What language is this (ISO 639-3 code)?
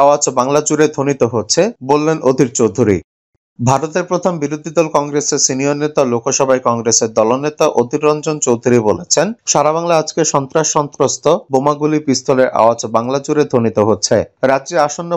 ben